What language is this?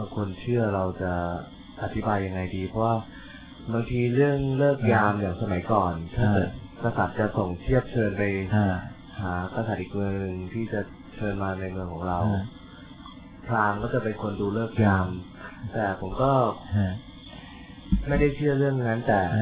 Thai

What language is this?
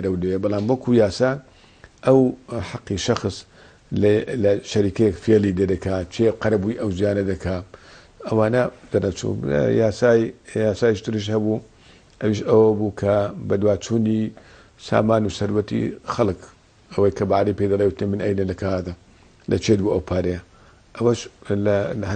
Central Kurdish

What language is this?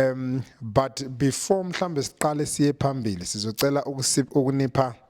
Zulu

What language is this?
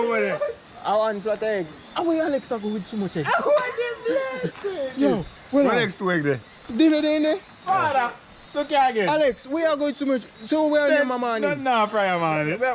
Jamaican Creole English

